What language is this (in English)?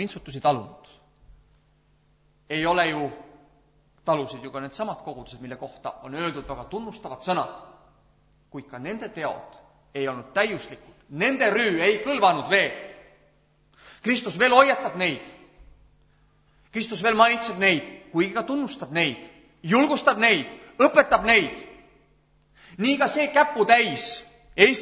Estonian